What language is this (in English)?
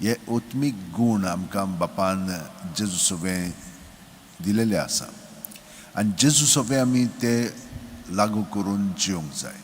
Konkani